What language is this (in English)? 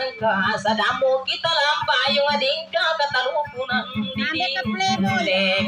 Maguindanaon